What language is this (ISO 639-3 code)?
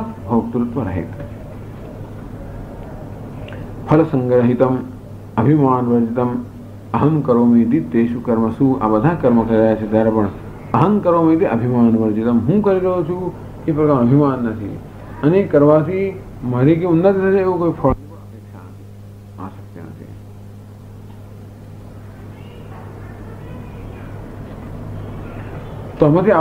guj